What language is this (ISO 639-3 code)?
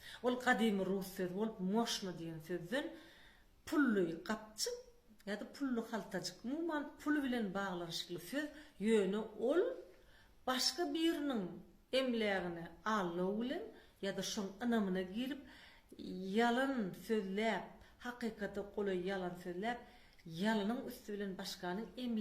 tuk